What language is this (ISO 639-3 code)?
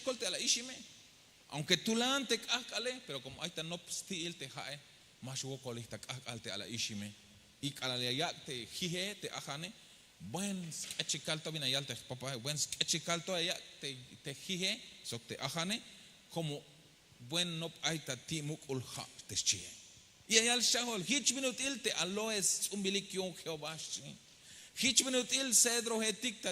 tzh